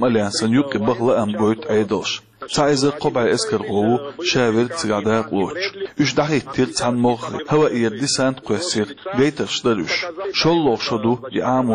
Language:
Chechen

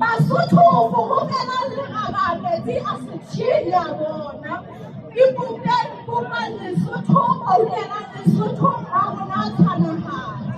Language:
Southern Sotho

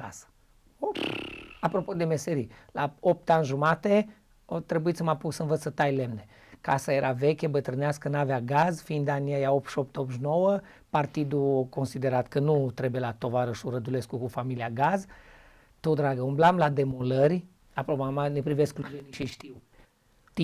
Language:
Romanian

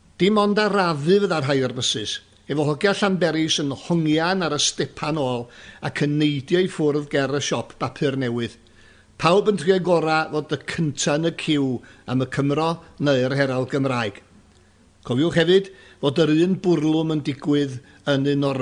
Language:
Welsh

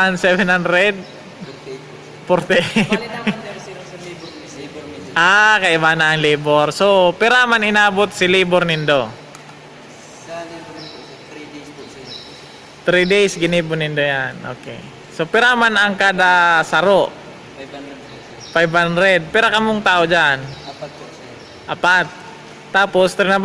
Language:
Bikol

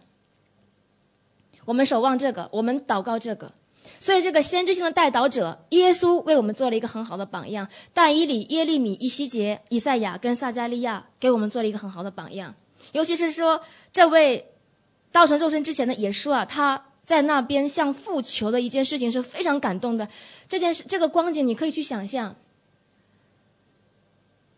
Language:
Chinese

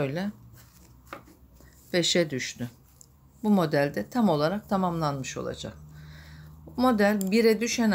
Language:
Turkish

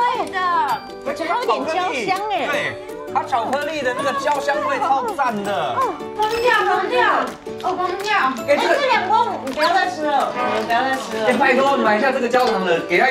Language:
Chinese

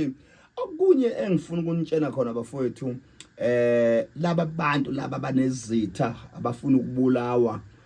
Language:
Zulu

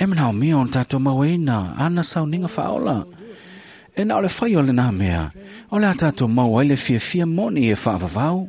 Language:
Samoan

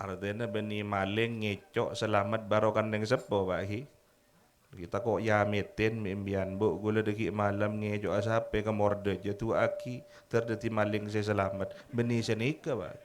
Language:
Madurese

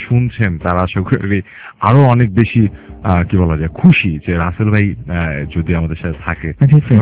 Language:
Bangla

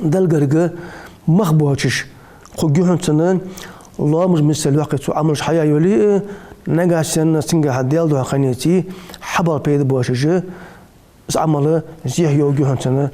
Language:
Ingush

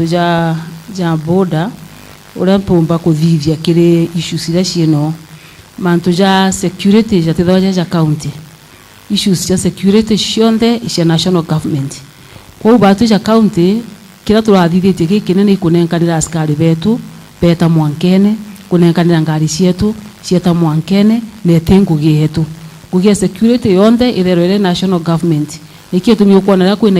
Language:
Meru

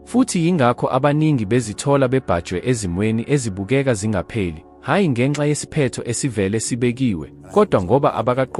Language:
Zulu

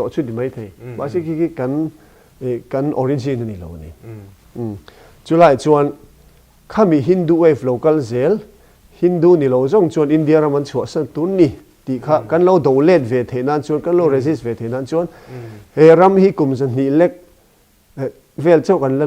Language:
Mizo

